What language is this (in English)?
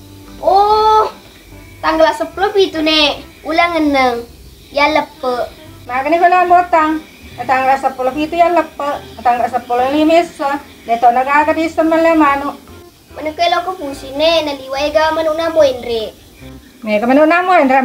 Buginese